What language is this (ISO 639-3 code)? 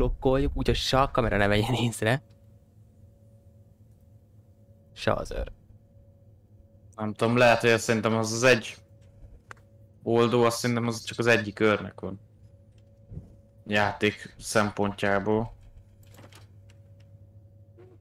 hun